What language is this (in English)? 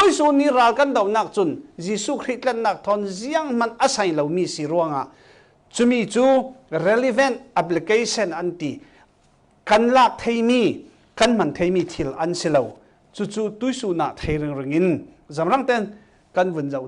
Falam Chin